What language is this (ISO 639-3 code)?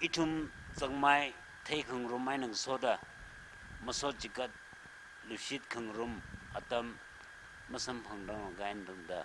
nmf